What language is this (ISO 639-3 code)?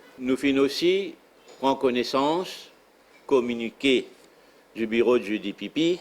mfe